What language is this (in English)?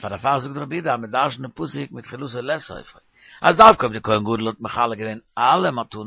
Yiddish